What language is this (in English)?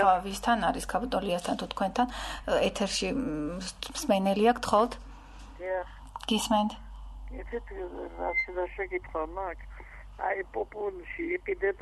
Georgian